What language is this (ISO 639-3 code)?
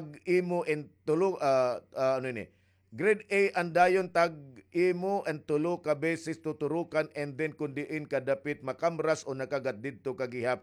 war